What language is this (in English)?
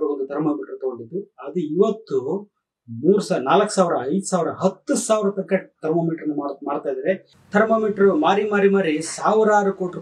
Kannada